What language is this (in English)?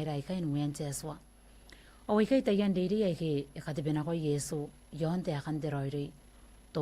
Gilbertese